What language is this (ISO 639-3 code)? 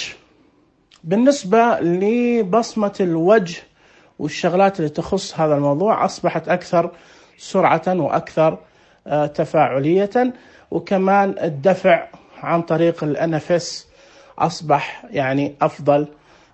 ars